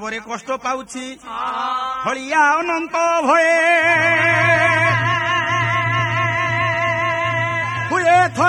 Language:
Odia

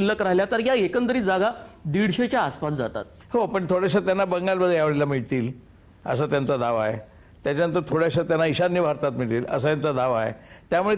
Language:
Marathi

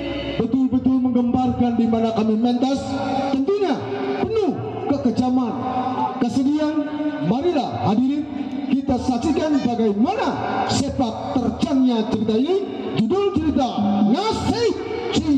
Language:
Betawi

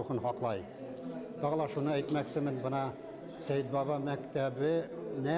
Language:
Bashkir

